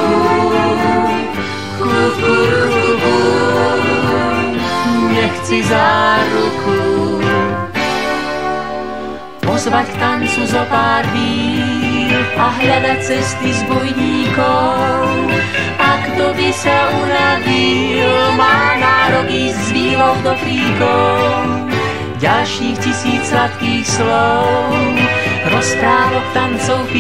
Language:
Slovak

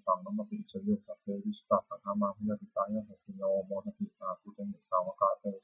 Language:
Pali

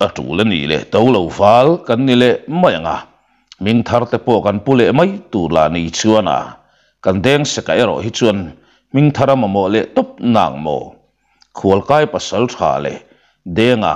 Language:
Mizo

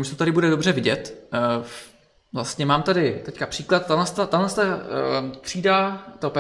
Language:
Czech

